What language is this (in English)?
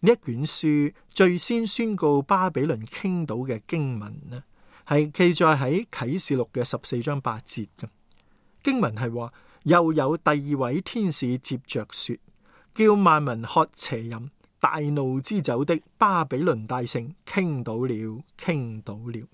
Cantonese